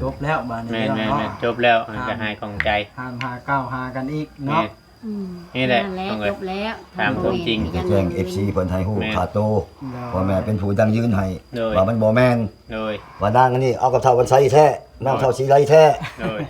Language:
Northeastern Thai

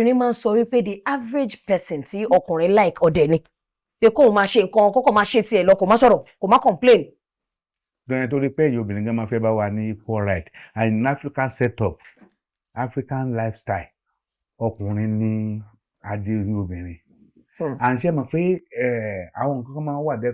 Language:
Yoruba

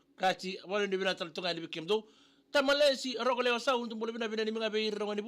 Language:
Fijian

